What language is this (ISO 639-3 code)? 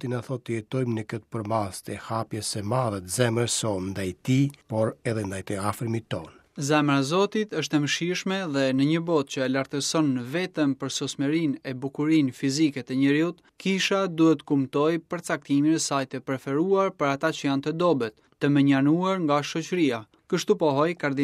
sqi